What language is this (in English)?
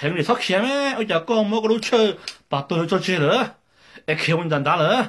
Hmong